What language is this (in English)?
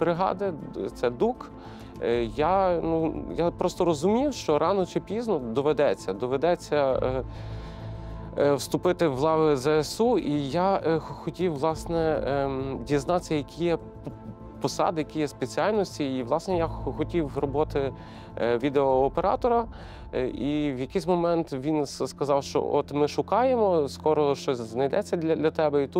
Ukrainian